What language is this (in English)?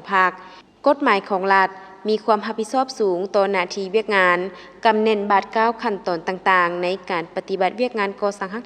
Lao